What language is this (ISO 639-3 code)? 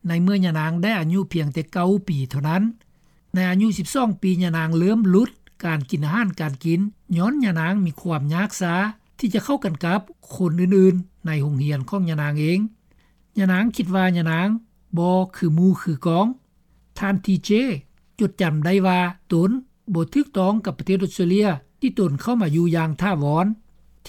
lao